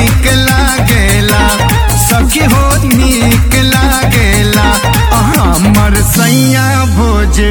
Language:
Bhojpuri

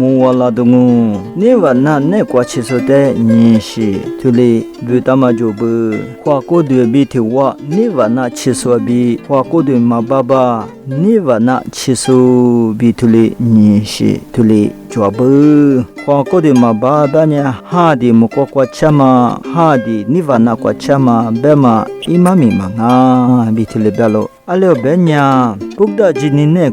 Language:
Lisu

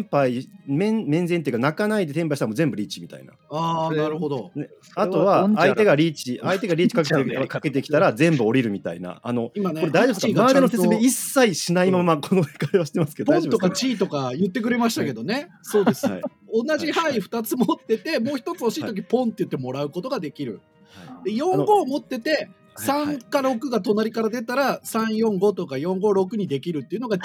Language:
Japanese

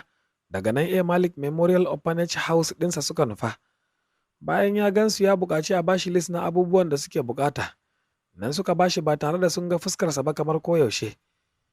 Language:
Hausa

